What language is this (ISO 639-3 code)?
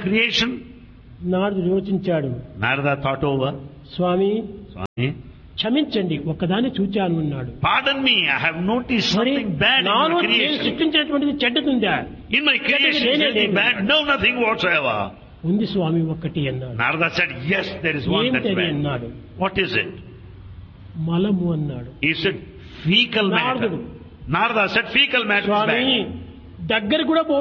tel